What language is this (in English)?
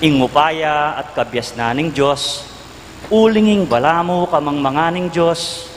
Pampanga